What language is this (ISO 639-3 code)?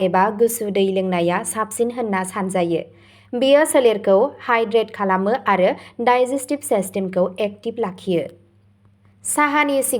brx